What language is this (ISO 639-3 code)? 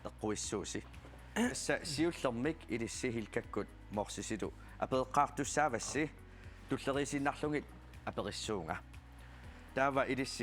kal